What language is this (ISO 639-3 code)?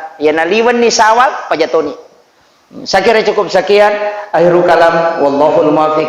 bug